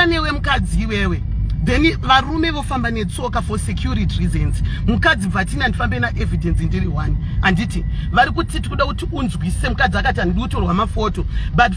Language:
Shona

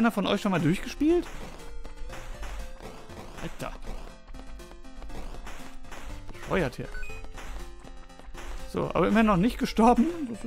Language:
German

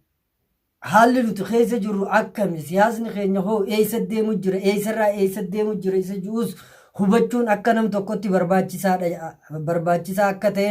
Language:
Oromo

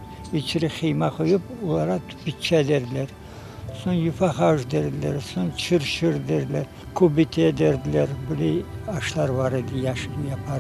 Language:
Crimean Tatar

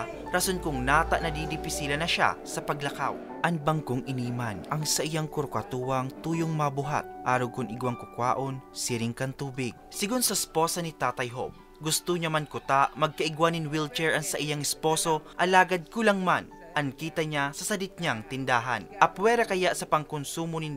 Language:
Bikol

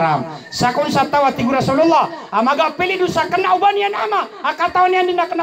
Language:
Maranao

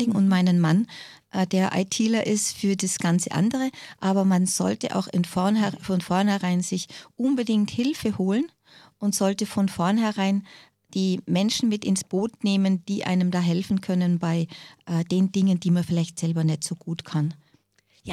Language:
German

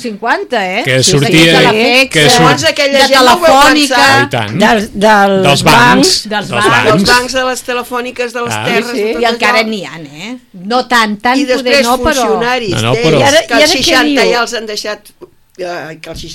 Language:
Catalan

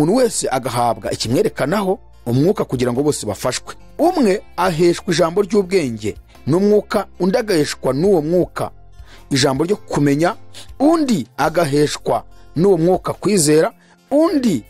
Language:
Kinyarwanda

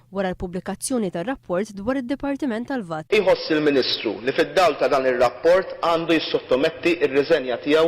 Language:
Maltese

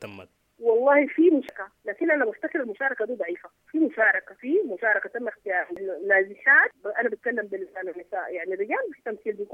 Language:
Sudanese Arabic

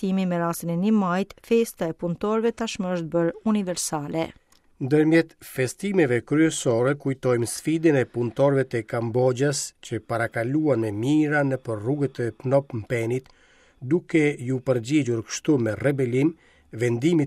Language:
Albanian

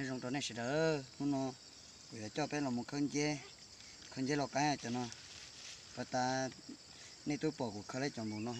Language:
Hmong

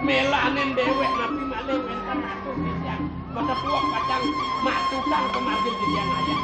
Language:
Balinese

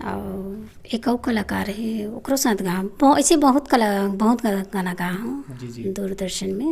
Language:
Chhattisgarhi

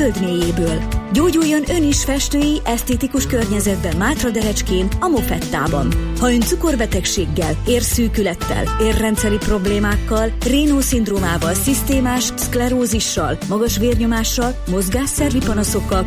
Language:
Hungarian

